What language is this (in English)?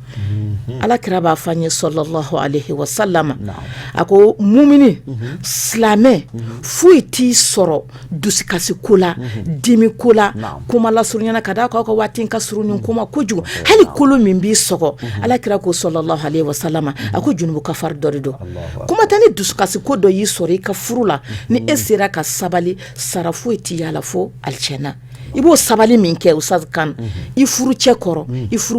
Bambara